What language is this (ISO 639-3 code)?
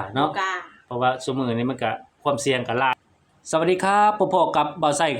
lao